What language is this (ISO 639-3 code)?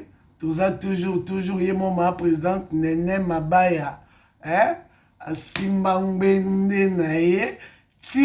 lin